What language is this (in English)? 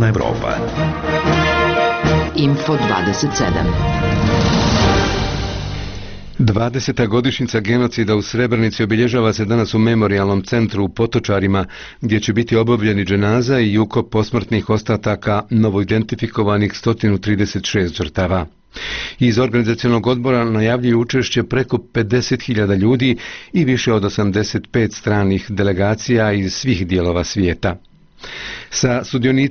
Bosnian